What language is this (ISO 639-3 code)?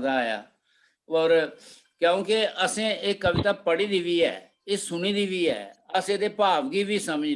doi